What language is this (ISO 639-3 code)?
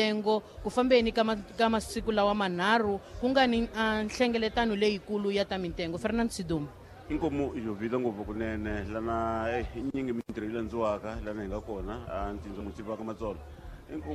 tso